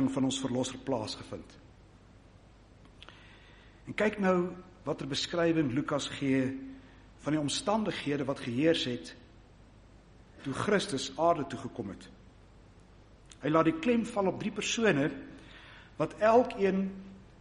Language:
Afrikaans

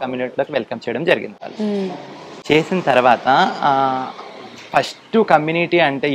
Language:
Telugu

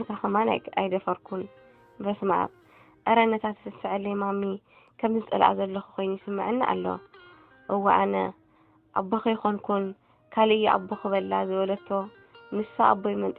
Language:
Tigrinya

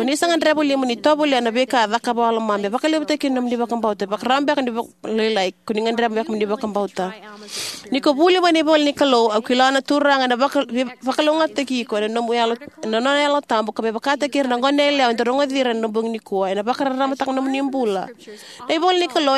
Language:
Fijian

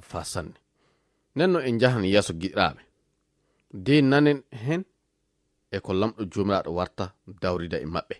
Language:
Fula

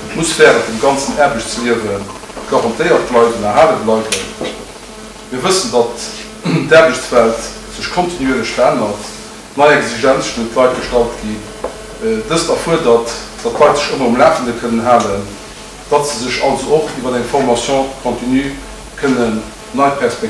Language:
Luxembourgish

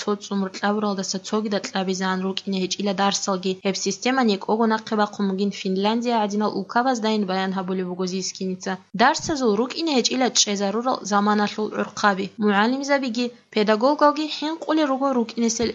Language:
Avaric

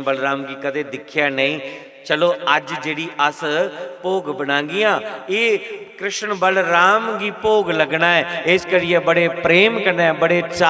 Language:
Dogri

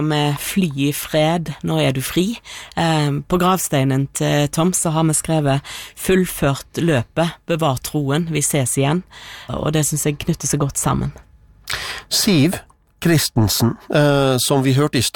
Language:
Norwegian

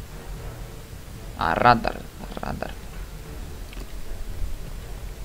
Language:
Serbian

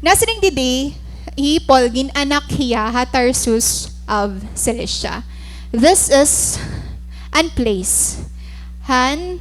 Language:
Waray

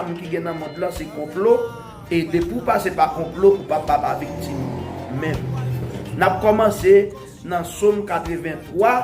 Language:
Haitian Creole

